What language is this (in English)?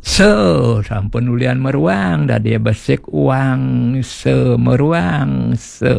Balinese